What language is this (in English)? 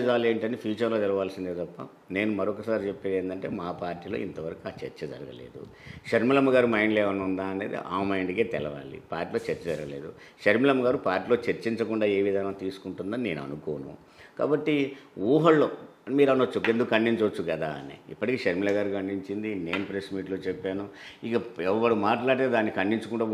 Telugu